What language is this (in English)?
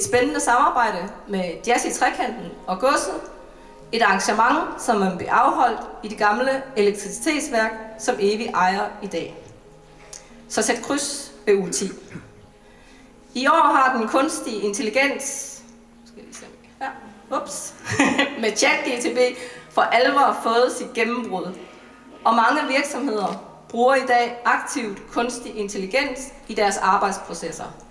Danish